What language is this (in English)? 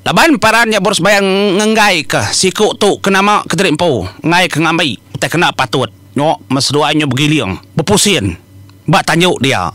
Iban